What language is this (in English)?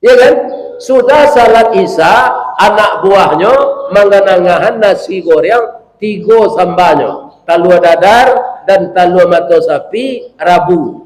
Minangkabau